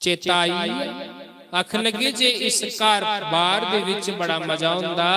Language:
Dogri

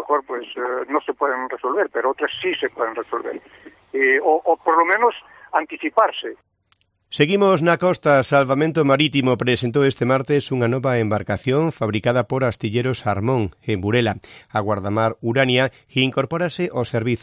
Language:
Galician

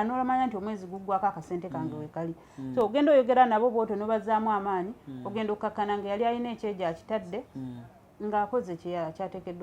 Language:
Ganda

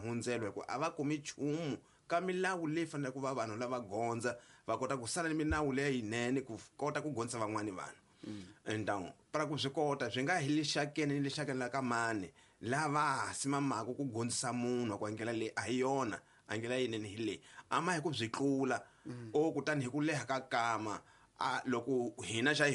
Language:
Tsonga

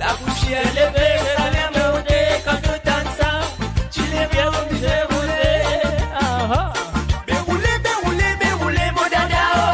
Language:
Morisyen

